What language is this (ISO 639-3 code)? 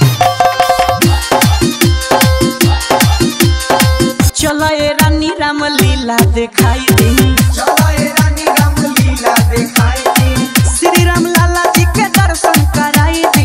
bho